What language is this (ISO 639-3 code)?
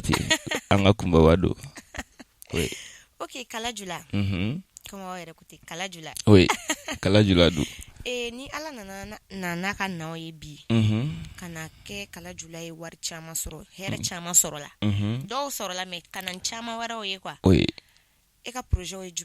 bam